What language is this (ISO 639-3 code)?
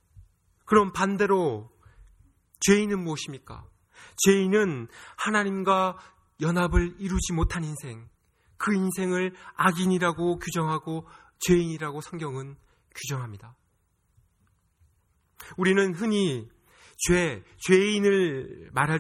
kor